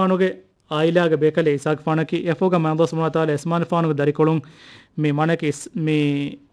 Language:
Divehi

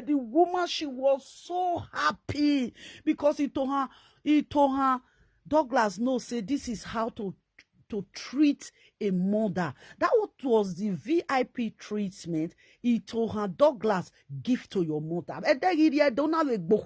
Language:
Nigerian Pidgin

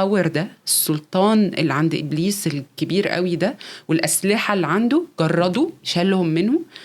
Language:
Egyptian Arabic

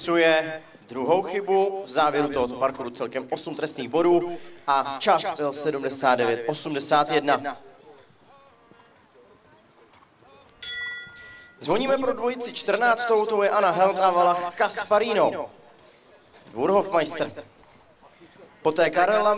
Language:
Czech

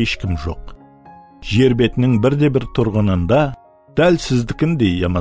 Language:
Kara-Kalpak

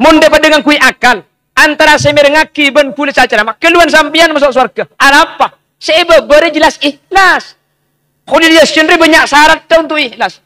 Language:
Madurese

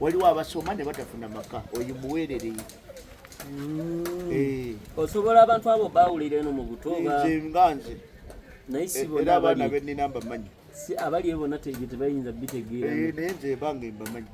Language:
Ganda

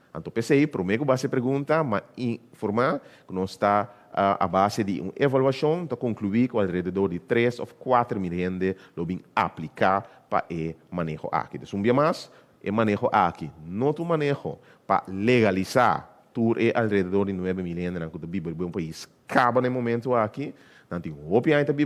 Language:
Papiamento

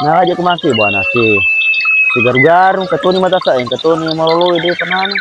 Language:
Buginese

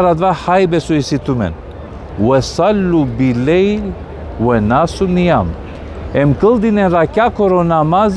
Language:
Balkan Romani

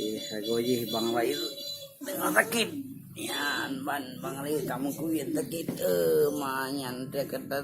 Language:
Achinese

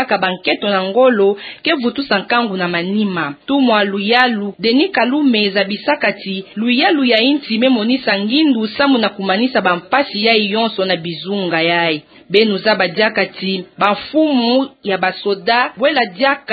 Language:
Kituba (Democratic Republic of Congo)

